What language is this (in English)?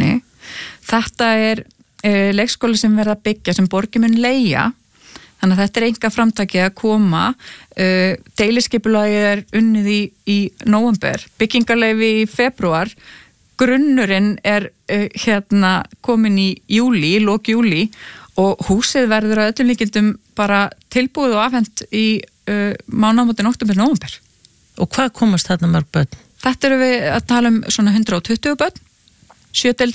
Icelandic